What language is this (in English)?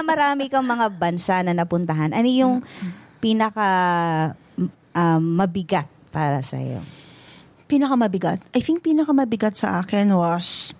Filipino